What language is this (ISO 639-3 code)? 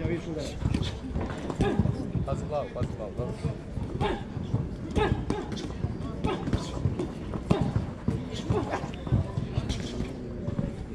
hrv